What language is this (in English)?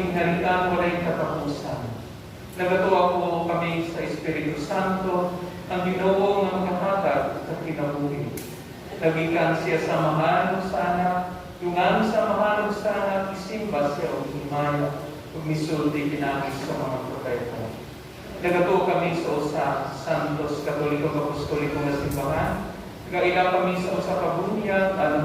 Cebuano